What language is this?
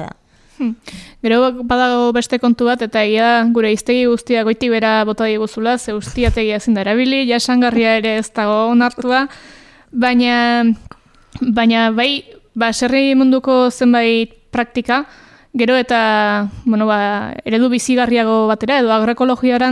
Basque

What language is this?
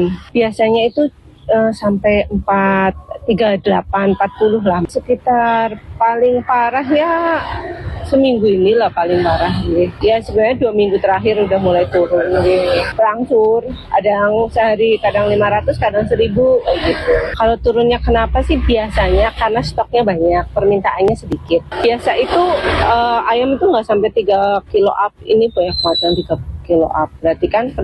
Indonesian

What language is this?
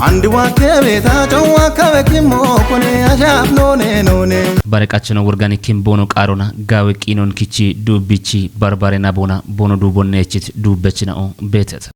Kafa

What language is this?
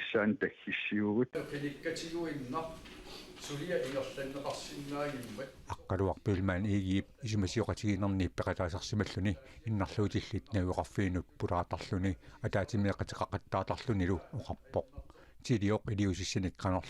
Kalaallisut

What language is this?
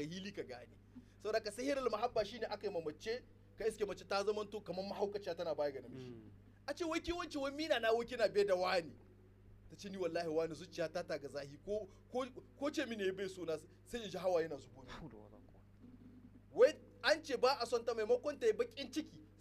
Hausa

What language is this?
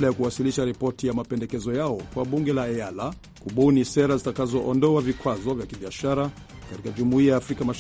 Swahili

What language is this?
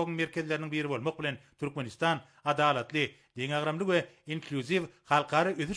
Turkmen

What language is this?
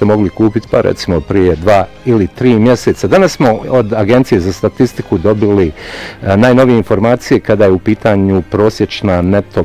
Bosnian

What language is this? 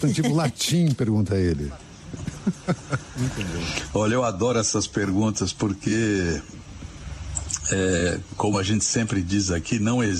Portuguese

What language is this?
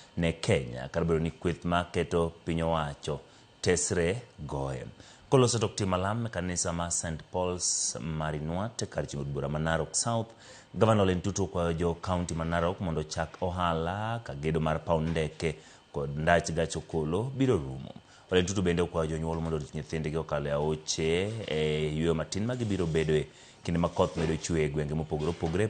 Luo (Kenya and Tanzania)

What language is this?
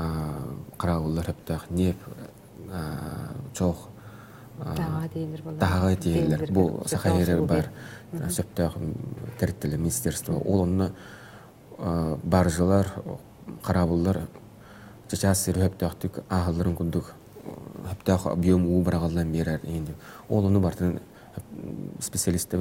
Yakut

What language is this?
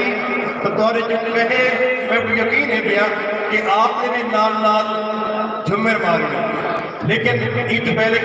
Saraiki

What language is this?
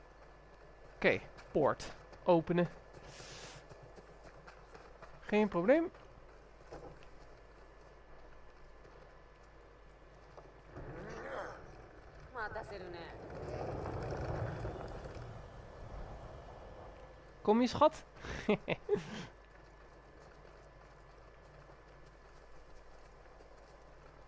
Dutch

